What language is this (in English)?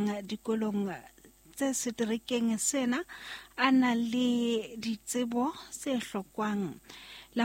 Southern Sotho